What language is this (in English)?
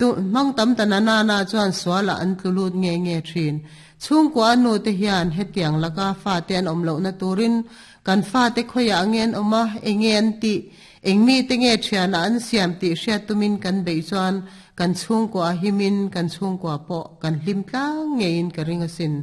Mizo